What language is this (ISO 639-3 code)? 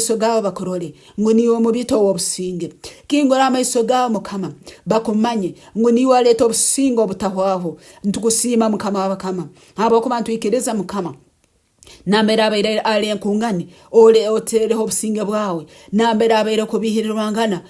nyn